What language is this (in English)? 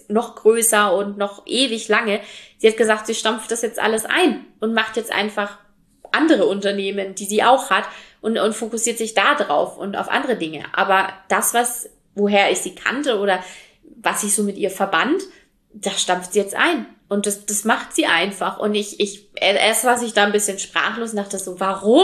German